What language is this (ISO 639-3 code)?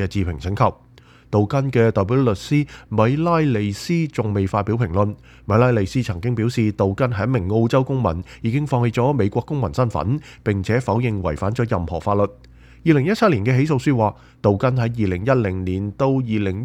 yue